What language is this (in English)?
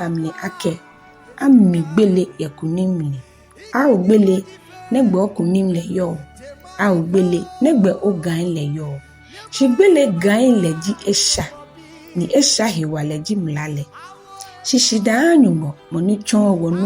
Ga